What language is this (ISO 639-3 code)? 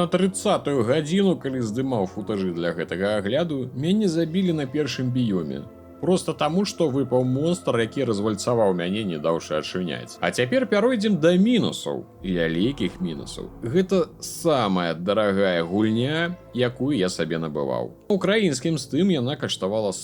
bel